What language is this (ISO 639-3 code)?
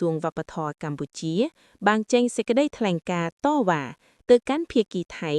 khm